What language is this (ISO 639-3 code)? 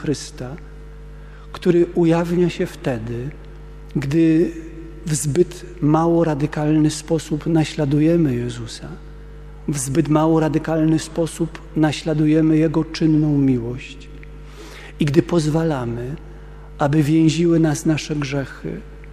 pol